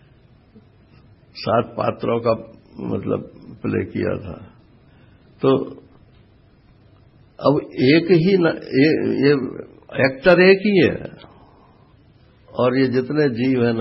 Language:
Hindi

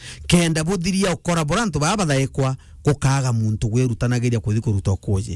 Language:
Meru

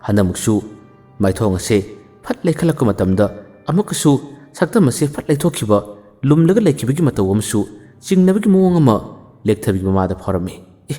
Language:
Manipuri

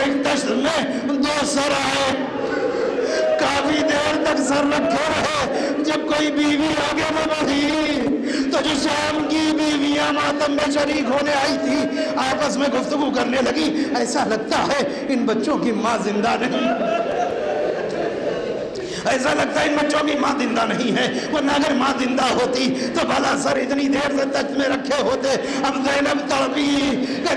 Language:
Urdu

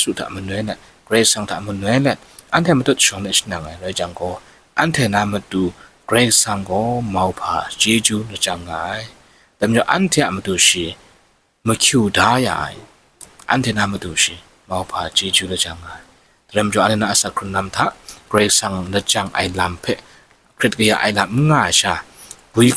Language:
Kachin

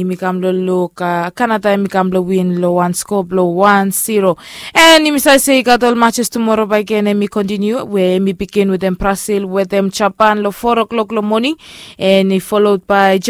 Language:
Bislama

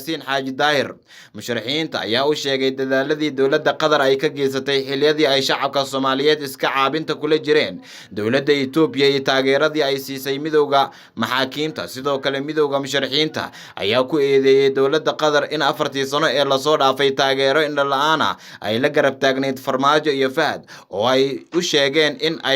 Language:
Somali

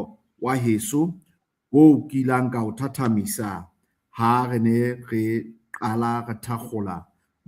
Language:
Southern Sotho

